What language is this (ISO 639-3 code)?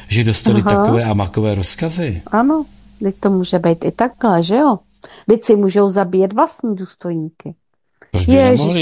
ces